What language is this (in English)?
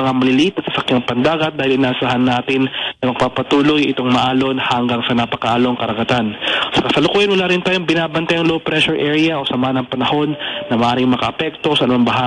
Filipino